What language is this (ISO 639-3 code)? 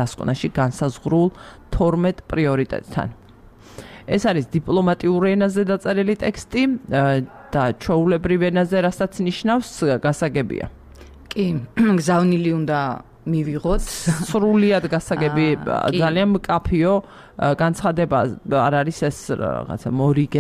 kat